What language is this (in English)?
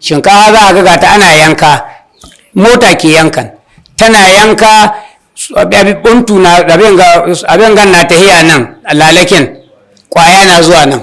Hausa